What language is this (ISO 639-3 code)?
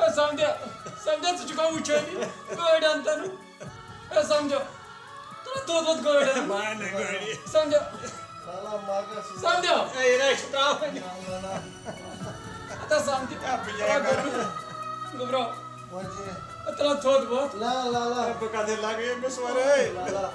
kas